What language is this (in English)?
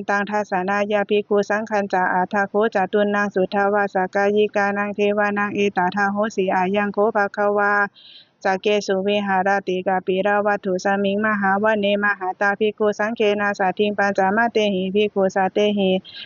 Pali